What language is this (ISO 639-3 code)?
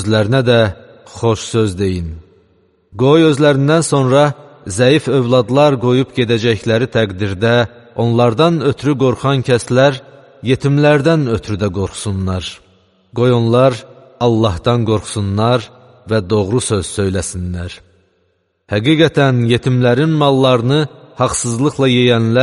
aze